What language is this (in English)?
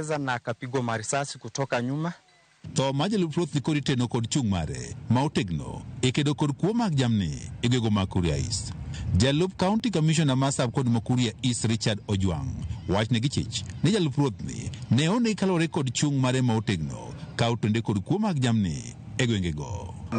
Luo (Kenya and Tanzania)